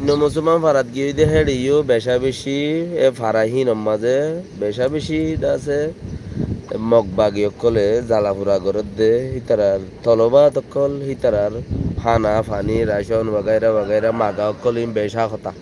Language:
Rohingya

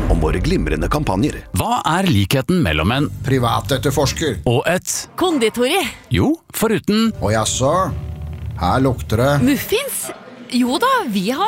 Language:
Norwegian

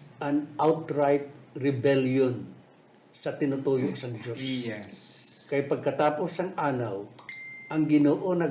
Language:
Hiligaynon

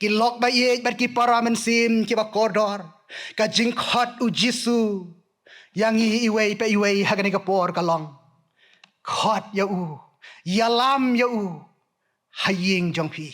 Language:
Khasi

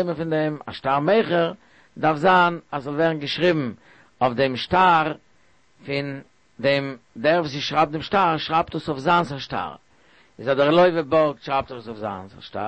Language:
Yiddish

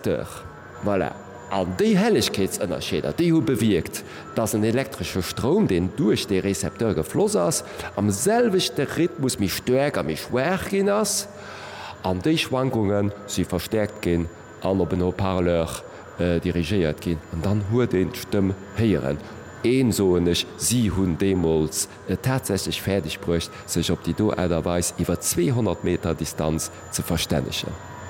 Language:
Luxembourgish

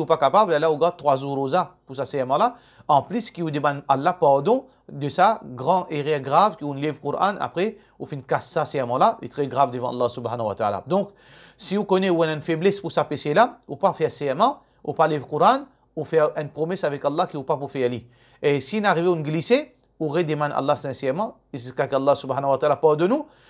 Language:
Morisyen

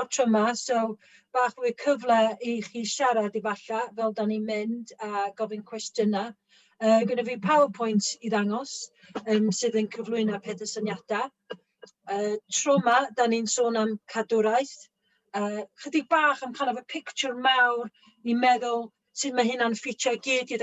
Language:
Welsh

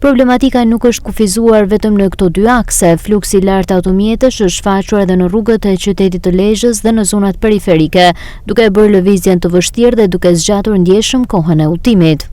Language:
Albanian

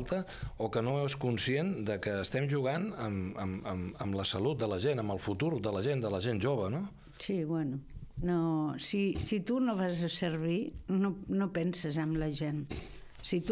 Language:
Catalan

